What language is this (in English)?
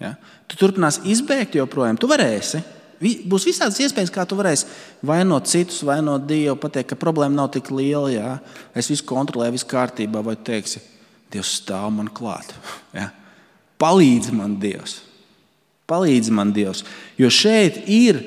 Latvian